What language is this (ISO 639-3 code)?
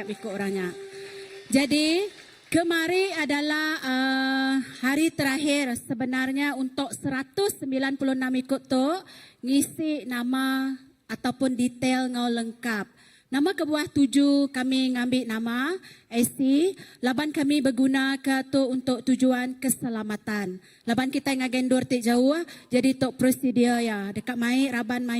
iba